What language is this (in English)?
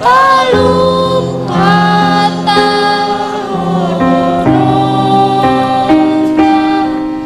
Batak Simalungun